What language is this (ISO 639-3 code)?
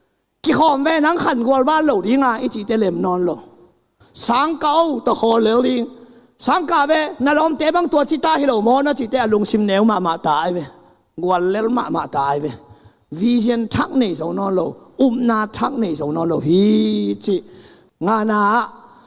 ctd